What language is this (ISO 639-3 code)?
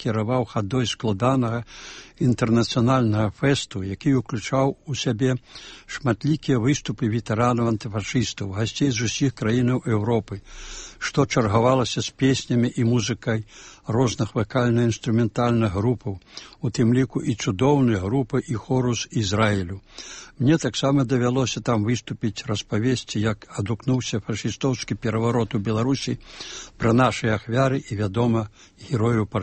bel